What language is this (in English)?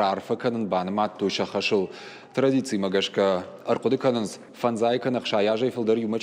Ossetic